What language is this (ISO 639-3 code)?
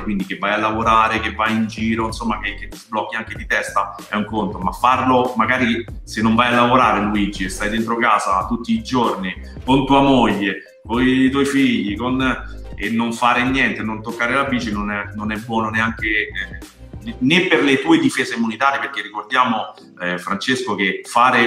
ita